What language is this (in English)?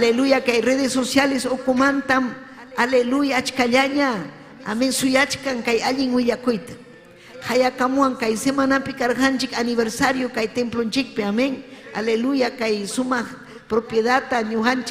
Ayacucho Quechua